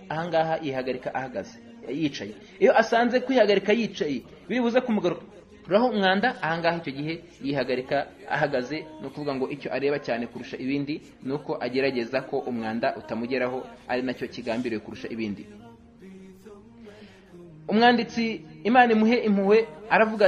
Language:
Kinyarwanda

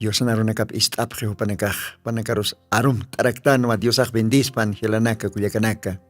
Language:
Aymara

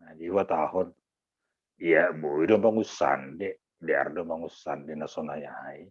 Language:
Batak Simalungun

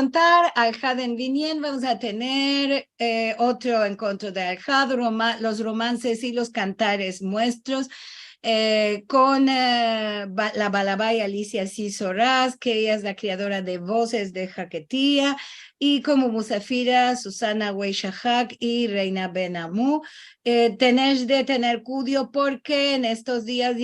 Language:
Ladino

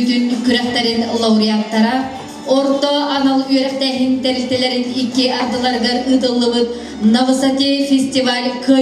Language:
Yakut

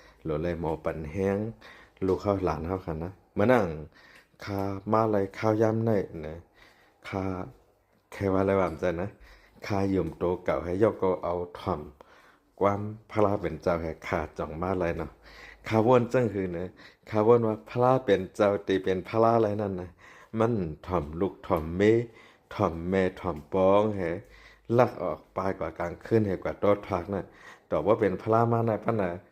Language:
Shan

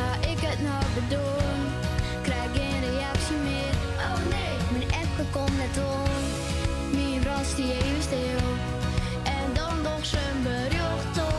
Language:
Western Frisian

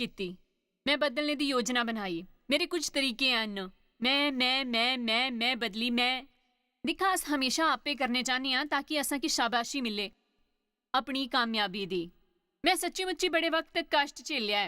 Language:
Dogri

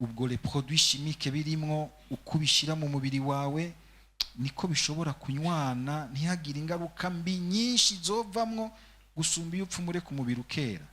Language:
Rundi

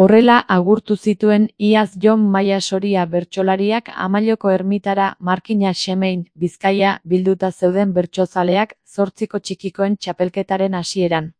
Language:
Basque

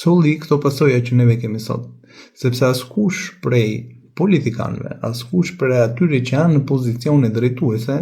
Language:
Albanian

